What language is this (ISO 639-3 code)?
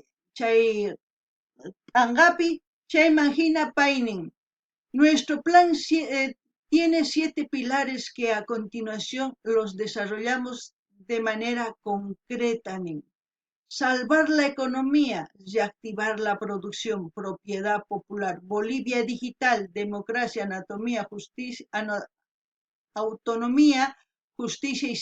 quh